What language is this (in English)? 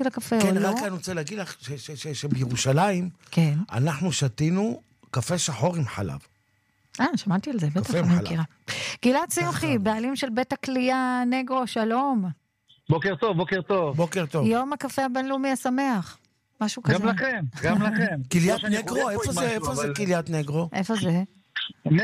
Hebrew